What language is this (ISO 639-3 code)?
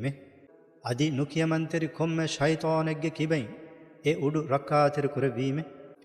div